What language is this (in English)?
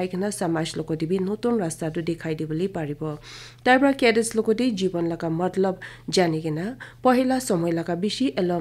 Naga Pidgin